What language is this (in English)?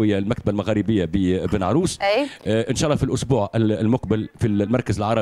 Tunisian Arabic